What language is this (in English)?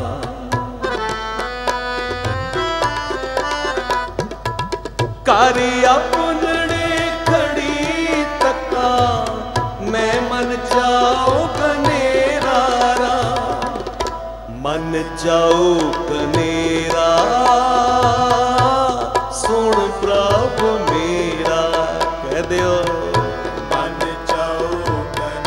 Punjabi